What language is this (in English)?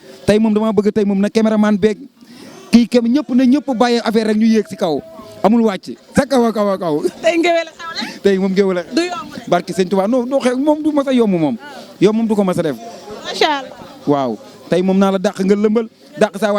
Wolof